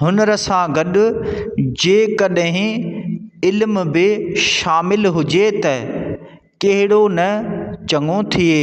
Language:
Sindhi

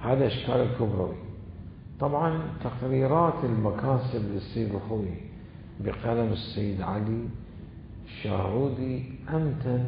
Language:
Mesopotamian Arabic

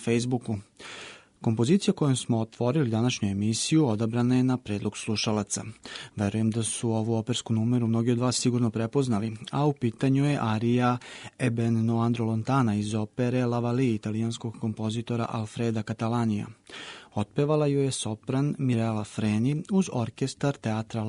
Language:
Serbian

